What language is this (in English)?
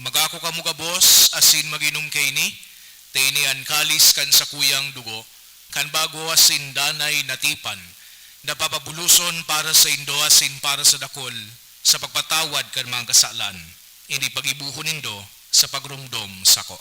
Bikol